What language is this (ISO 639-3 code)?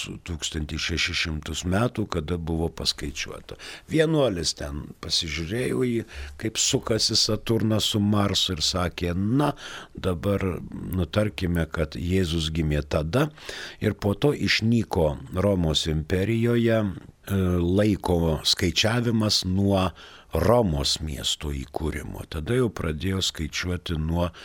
lit